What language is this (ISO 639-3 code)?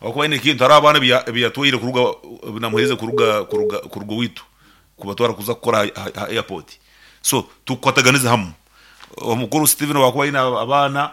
nyn